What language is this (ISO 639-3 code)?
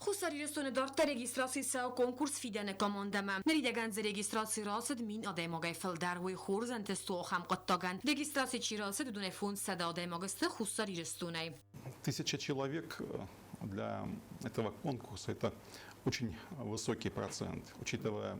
oss